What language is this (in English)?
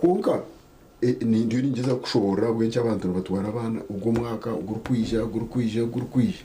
Nyankole